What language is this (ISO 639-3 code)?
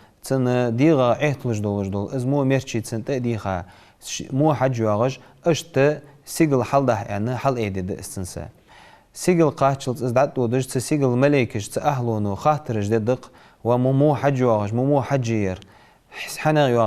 inh